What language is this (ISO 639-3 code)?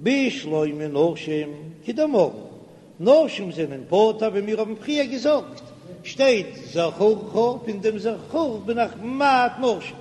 yid